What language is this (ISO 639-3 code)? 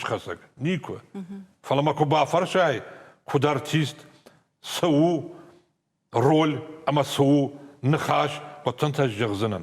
oss